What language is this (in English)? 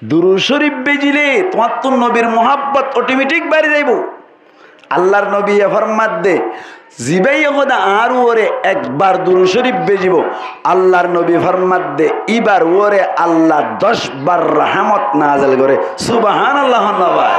Rohingya